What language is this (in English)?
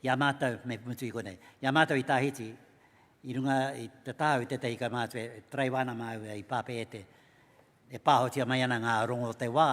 Māori